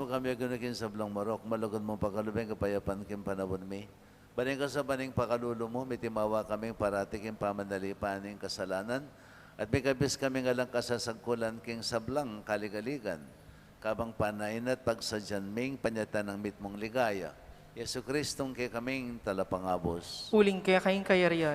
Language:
Pampanga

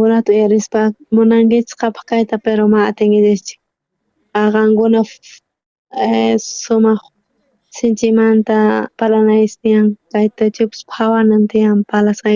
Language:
South Bolivian Quechua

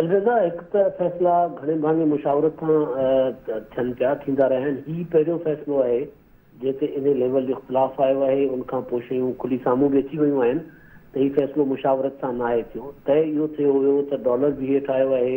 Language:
Sindhi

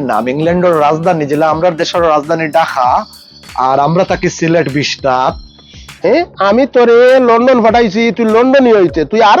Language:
Sylheti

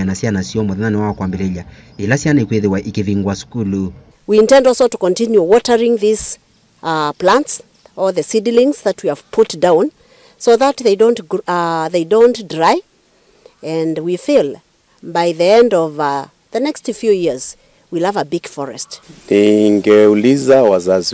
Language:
Kamba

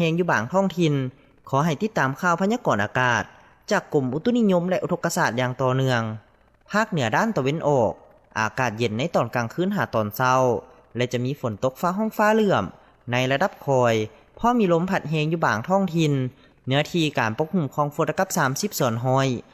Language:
Lao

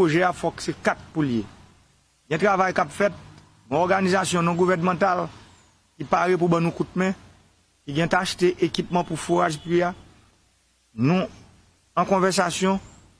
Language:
Haitian Creole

